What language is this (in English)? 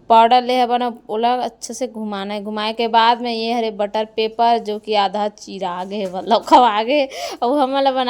Chhattisgarhi